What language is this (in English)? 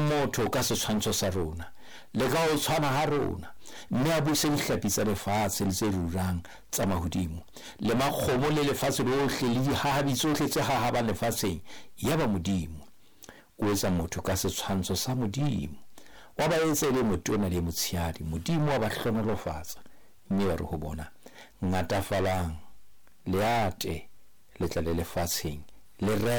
Southern Sotho